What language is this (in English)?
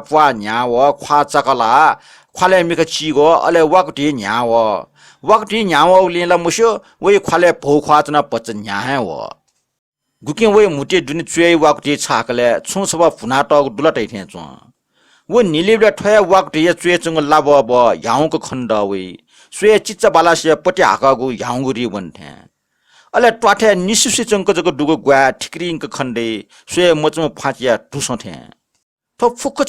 Newari